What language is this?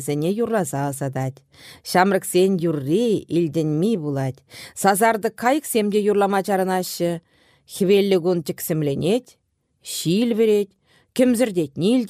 Chuvash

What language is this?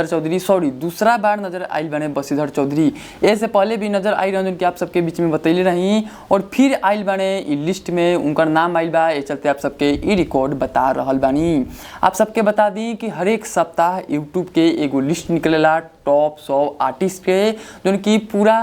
Bhojpuri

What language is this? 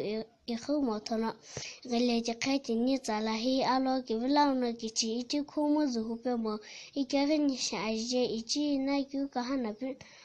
Sumi Naga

